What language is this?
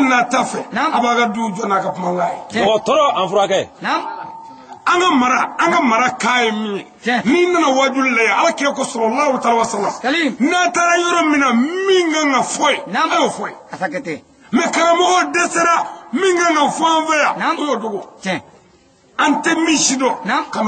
Bambara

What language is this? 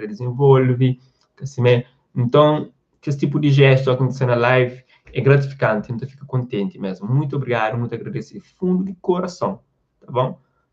Kabuverdianu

